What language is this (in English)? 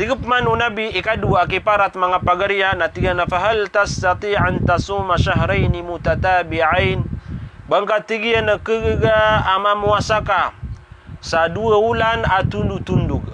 Maranao